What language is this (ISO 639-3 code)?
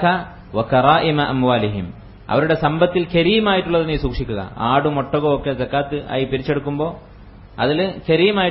mal